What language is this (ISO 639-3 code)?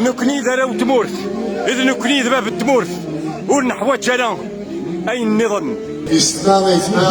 kab